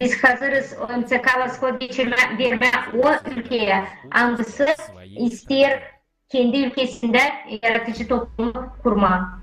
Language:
Gagauz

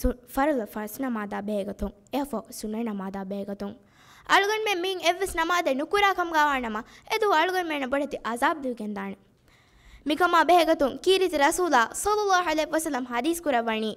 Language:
Divehi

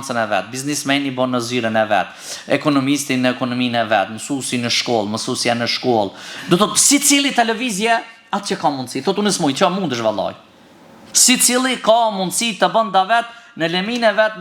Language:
Albanian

